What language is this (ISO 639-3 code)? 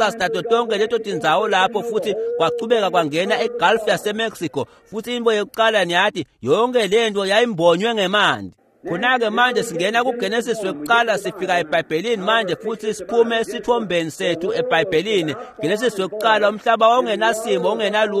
ssw